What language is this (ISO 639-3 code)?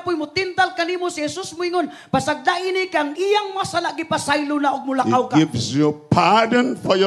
ceb